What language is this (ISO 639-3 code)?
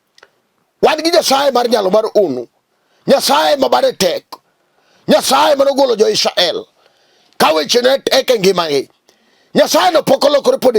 luo